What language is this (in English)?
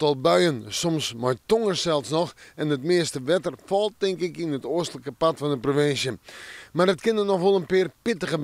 Western Frisian